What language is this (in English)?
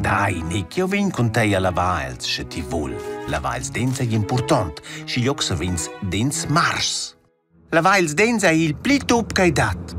Romansh